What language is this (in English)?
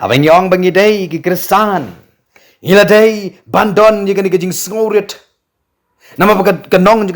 Khasi